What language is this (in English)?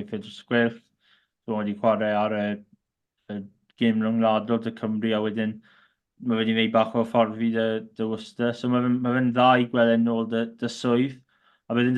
Welsh